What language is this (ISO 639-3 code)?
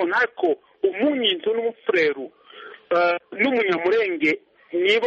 kin